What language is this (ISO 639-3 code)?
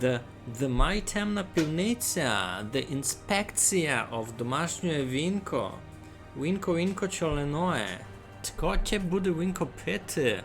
rue